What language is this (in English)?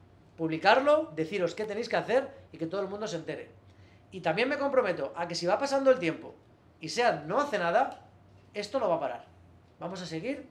Spanish